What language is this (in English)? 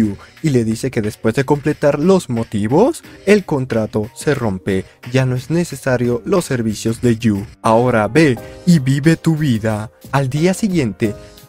Spanish